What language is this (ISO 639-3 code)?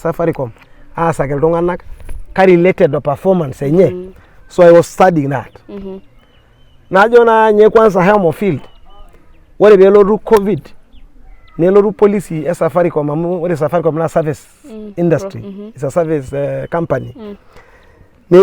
mas